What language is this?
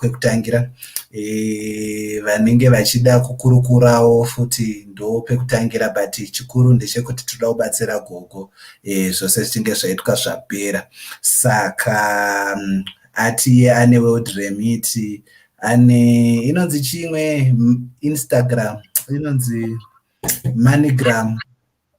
Shona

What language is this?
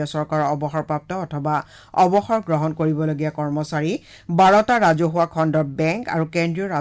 Assamese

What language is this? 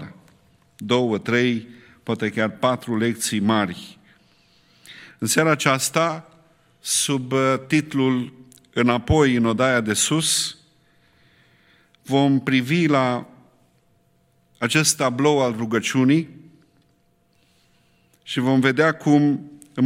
Romanian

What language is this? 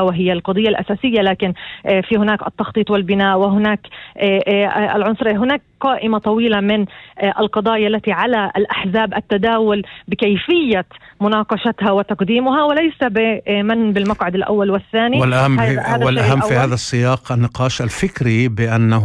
North Levantine Arabic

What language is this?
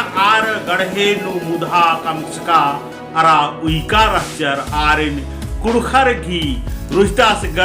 Kurukh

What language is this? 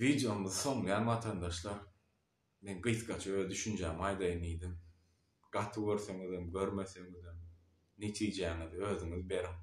Turkmen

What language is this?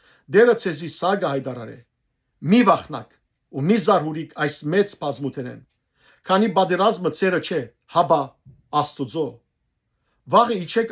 Western Armenian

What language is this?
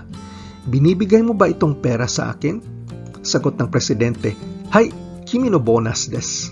Filipino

